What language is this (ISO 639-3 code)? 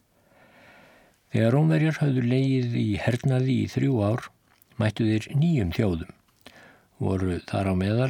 isl